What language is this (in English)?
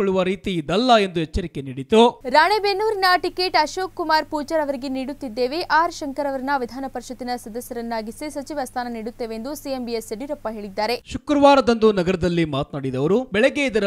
Kannada